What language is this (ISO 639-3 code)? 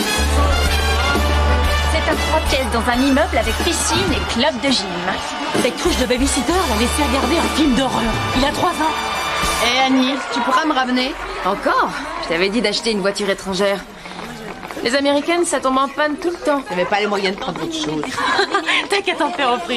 fra